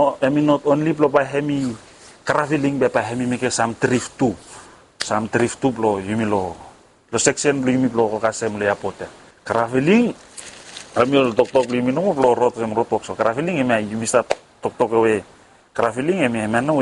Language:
Bislama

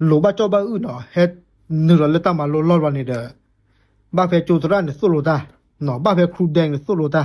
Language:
S'gaw Karen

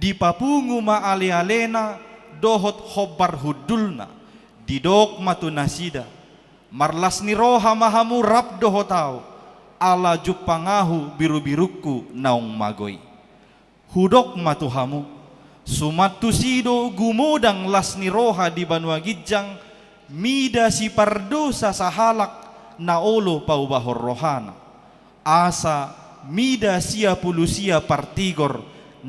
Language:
Batak Toba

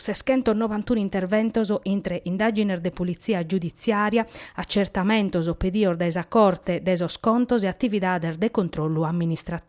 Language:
Sardinian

